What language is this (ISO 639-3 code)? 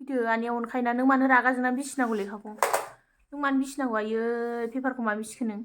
brx